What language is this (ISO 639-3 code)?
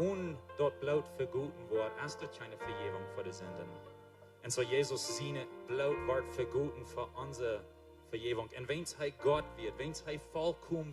pdt